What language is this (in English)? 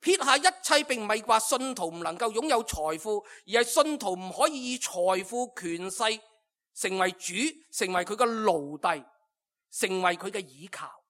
Cantonese